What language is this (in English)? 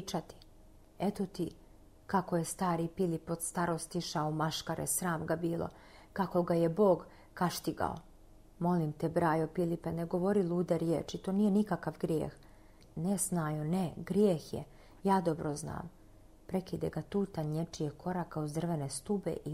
Croatian